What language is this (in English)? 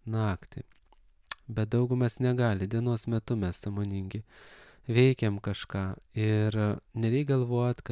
Lithuanian